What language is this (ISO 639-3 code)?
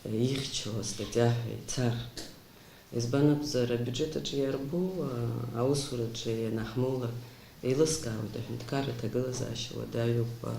abk